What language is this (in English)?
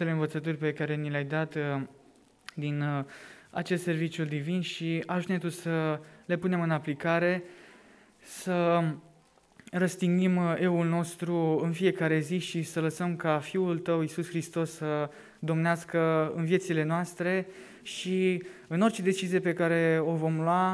Romanian